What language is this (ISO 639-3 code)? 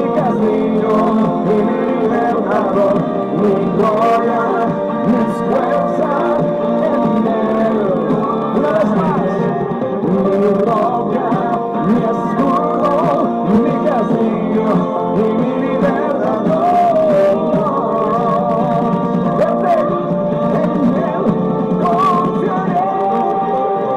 spa